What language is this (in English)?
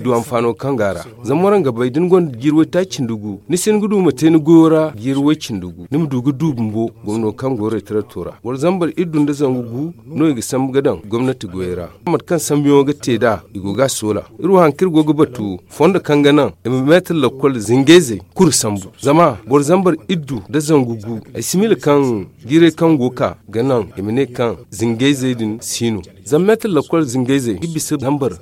Zarma